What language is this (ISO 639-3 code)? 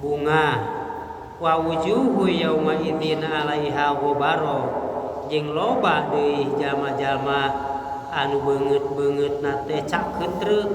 sun